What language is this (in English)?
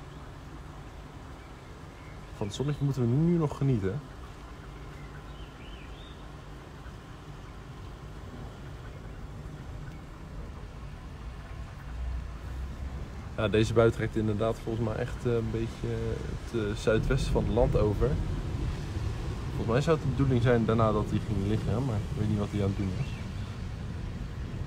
Dutch